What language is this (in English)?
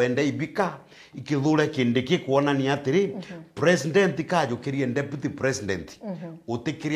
Meru